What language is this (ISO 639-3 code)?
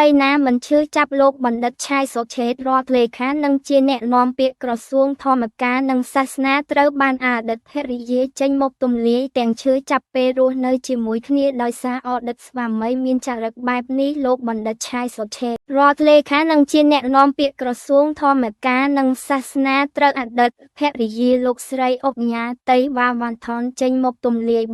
khm